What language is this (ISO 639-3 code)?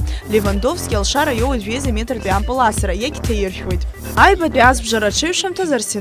abk